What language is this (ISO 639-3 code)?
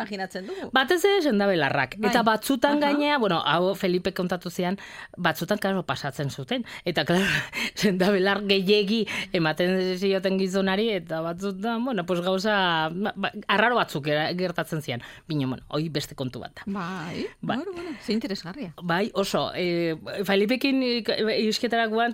eus